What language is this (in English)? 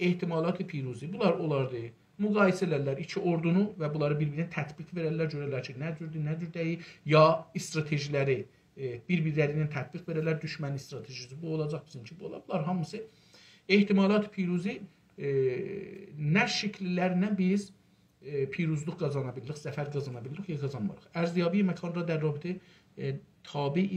South Azerbaijani